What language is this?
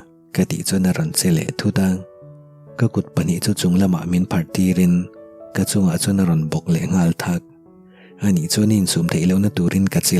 Mizo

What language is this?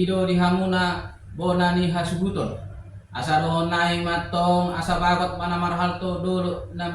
Batak Toba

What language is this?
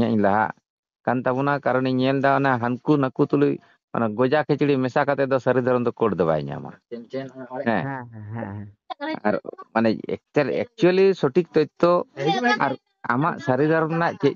Santali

